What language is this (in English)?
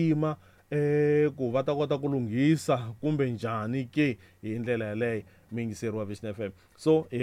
Tsonga